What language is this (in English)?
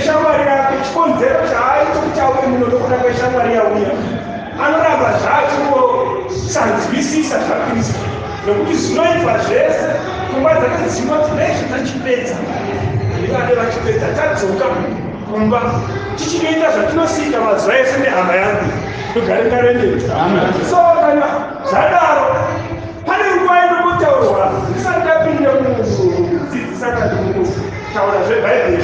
Shona